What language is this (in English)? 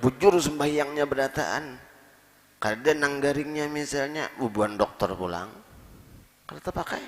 Banjar